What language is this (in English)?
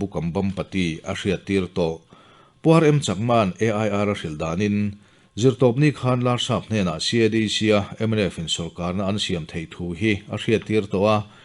Mizo